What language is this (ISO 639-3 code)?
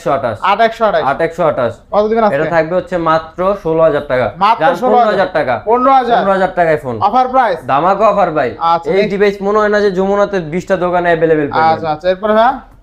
ben